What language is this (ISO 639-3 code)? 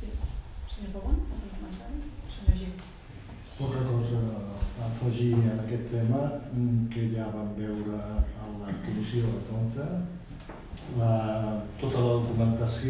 cat